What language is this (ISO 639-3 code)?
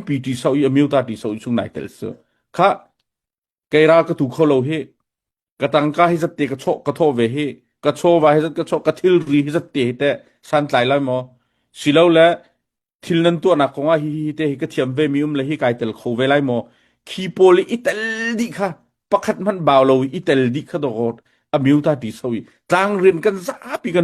cnh